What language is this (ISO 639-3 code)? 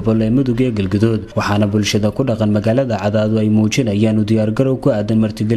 som